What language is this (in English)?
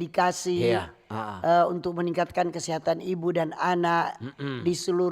Manado Malay